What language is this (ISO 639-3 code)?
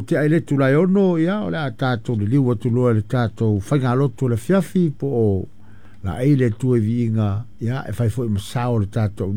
smo